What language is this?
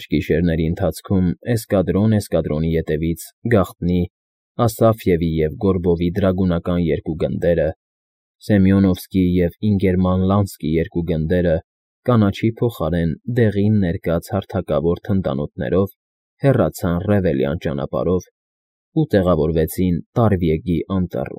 Armenian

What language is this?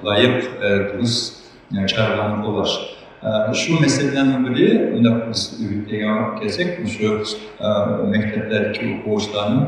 Uyghur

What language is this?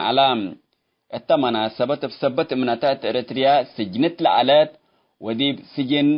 Tigre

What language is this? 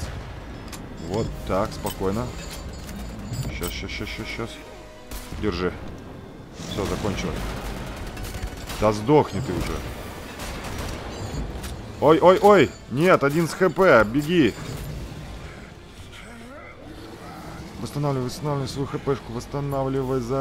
Russian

